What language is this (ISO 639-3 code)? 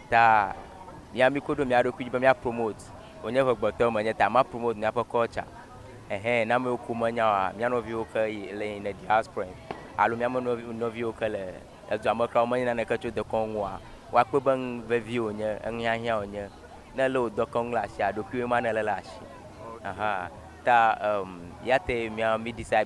ewe